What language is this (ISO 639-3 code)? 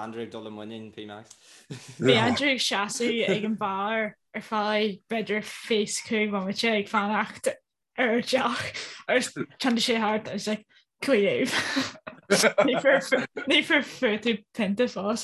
gle